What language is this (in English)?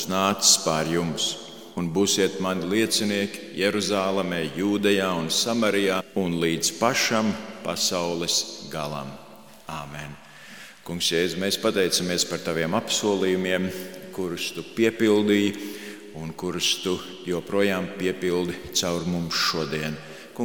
Latvian